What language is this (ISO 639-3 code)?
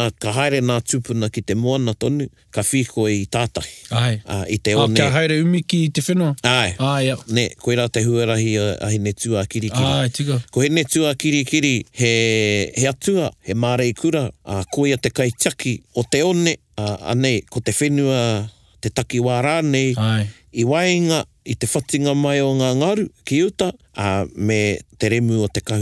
mri